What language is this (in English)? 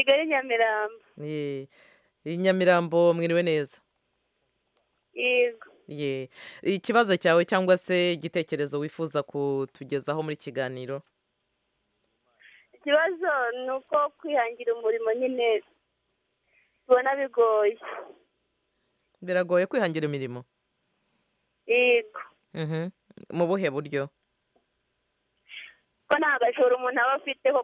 Kinyarwanda